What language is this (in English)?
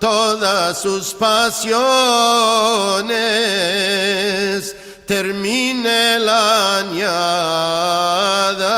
Ladino